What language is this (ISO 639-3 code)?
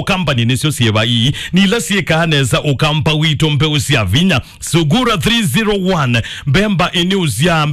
kam